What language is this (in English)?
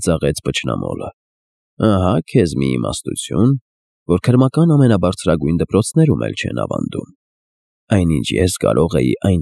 Armenian